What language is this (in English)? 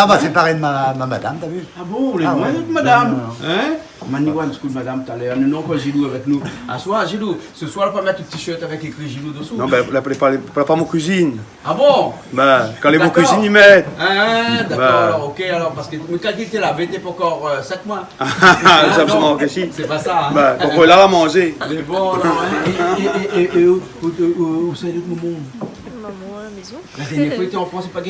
Réunion Creole French